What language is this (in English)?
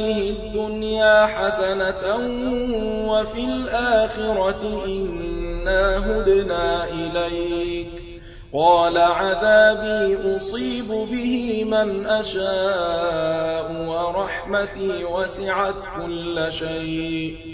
Arabic